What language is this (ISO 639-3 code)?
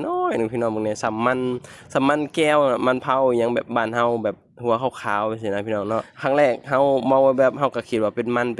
lao